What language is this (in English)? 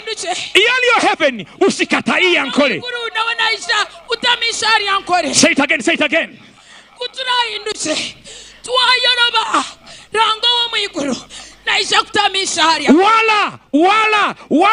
Nyankole